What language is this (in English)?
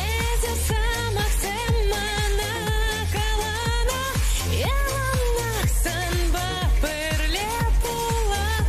Chuvash